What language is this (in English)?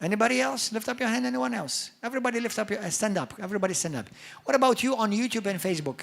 English